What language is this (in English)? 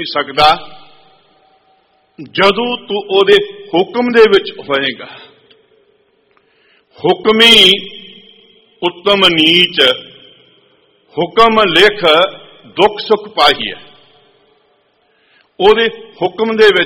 Punjabi